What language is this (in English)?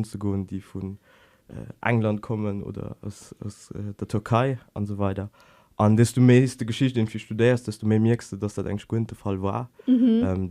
Luxembourgish